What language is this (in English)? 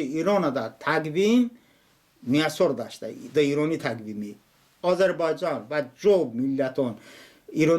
Talysh